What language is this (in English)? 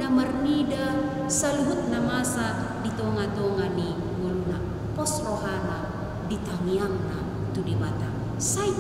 Batak Toba